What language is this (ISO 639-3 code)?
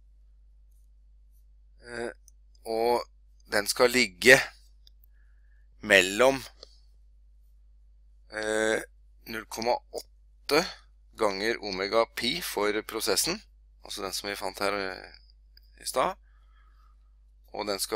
nor